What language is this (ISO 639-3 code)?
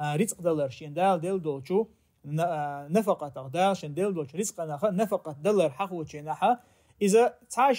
che